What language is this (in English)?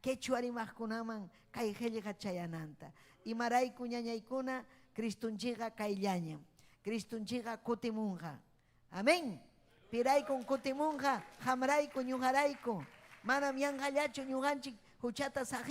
Ayacucho Quechua